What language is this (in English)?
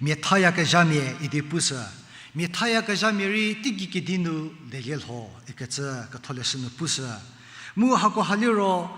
Angami Naga